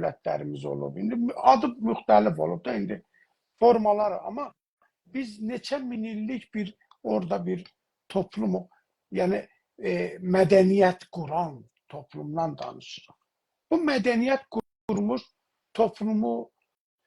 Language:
South Azerbaijani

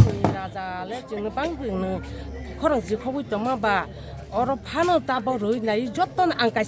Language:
Riang (India)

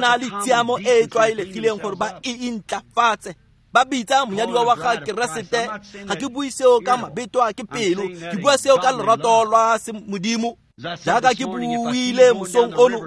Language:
Tswana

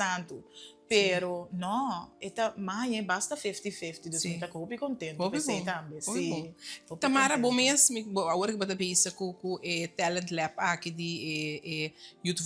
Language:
Papiamento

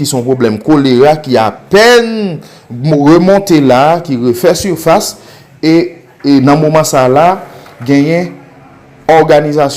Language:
Haitian Creole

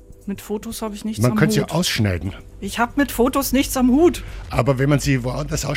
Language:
German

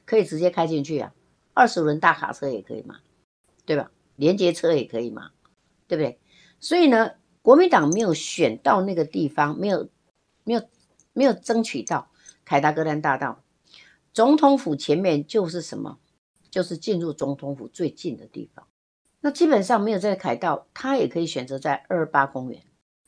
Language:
Chinese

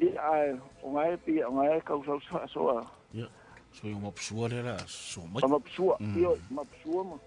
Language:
Samoan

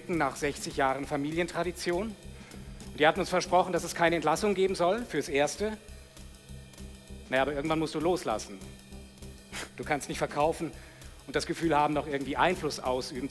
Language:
German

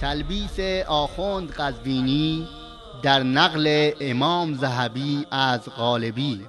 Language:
Persian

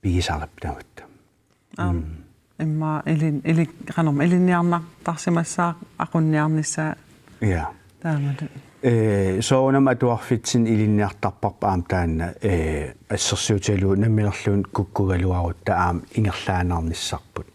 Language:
Kalaallisut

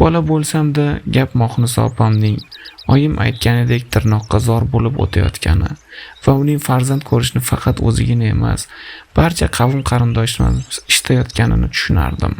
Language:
Uzbek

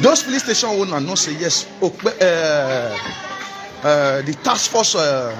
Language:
Nigerian Pidgin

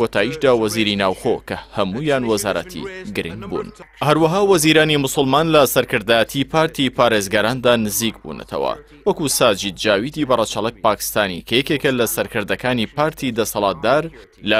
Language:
Central Kurdish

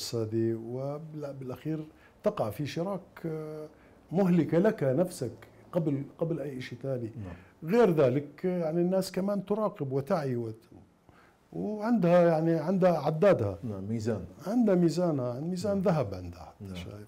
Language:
Mesopotamian Arabic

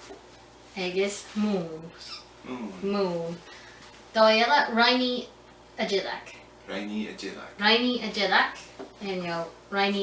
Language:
Scottish Gaelic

